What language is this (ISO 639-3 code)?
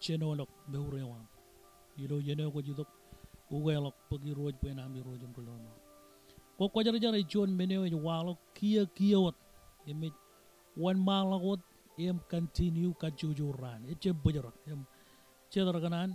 mah